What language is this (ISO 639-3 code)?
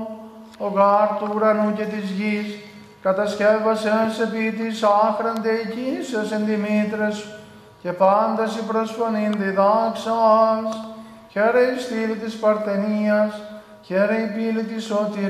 ell